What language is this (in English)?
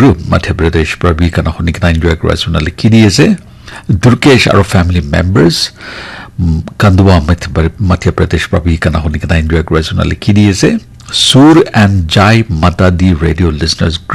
Naga Pidgin